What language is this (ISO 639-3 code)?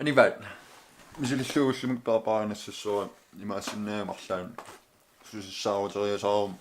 kal